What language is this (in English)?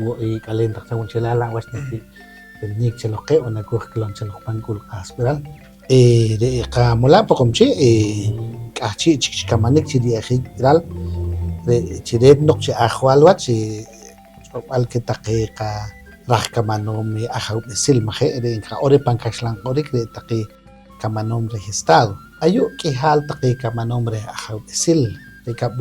Poqomchi'